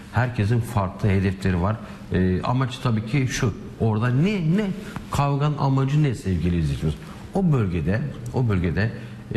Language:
Turkish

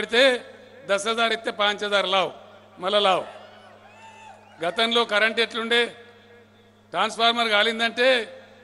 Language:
Telugu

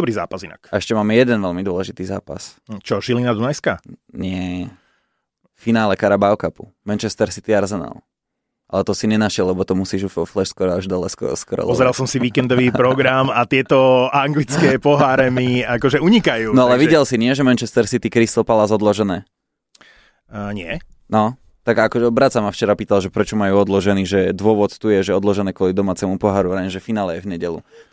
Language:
Slovak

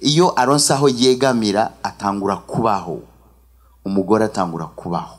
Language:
Rundi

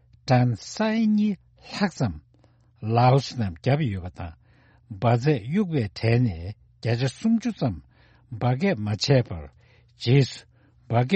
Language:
Tibetan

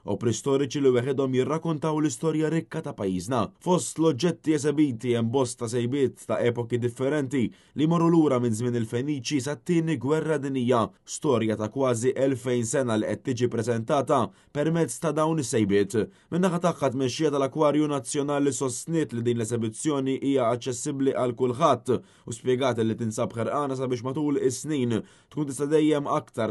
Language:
Maltese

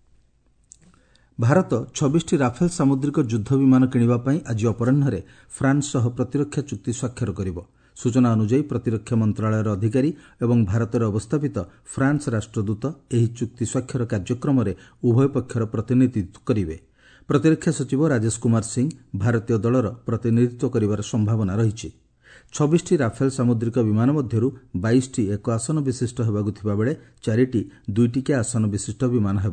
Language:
Odia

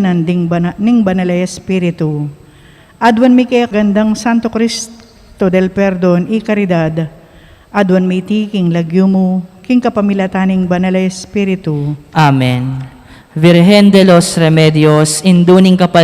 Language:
Pampanga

